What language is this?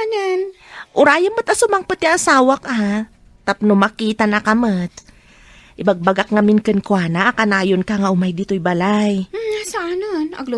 Iloko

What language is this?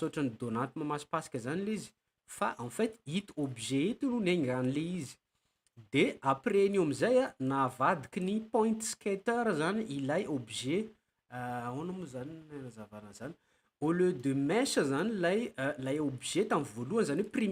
Malagasy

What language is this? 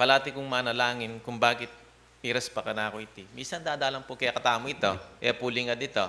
Pampanga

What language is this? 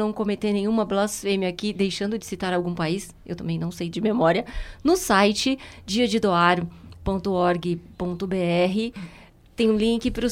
Portuguese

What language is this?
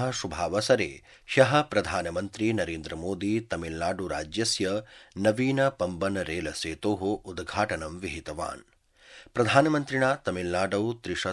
Sanskrit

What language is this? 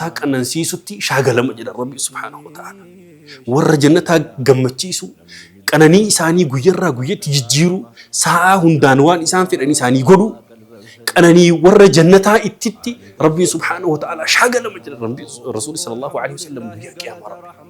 Oromo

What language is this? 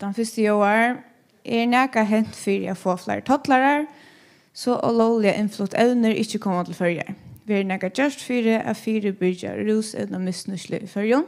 Faroese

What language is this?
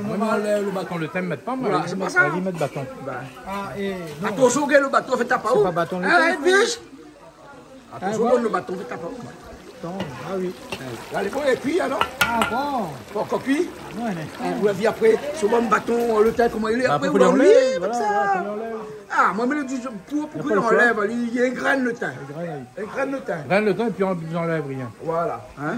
Réunion Creole French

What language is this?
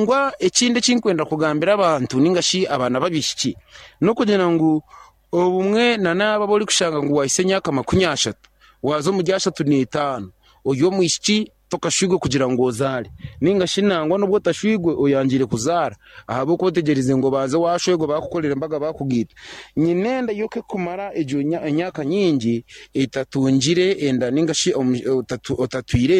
Nyankole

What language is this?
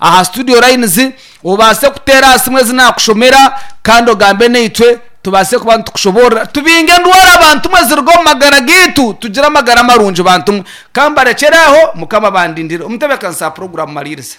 Nyankole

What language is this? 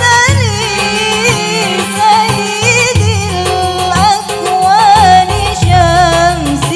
Madurese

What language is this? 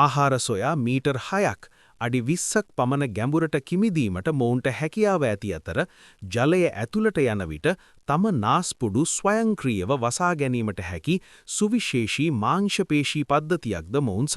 Sinhala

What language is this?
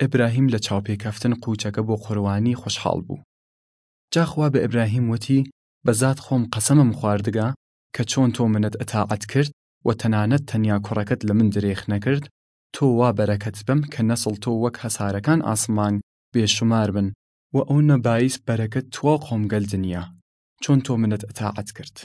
Southern Kurdish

